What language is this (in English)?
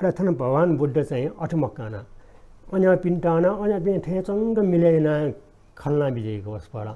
Newari